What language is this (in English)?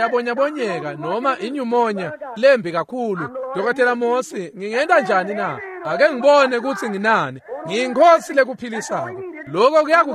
Swati